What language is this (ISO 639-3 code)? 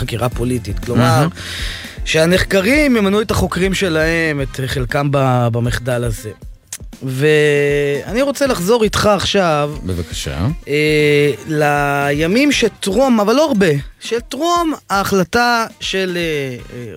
heb